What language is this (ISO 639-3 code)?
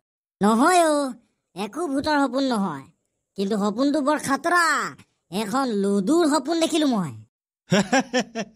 asm